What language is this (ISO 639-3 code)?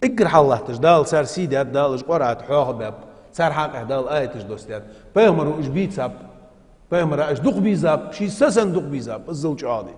inh